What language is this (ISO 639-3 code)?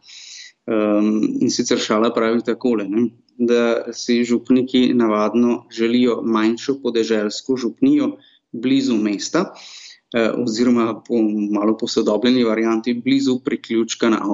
slv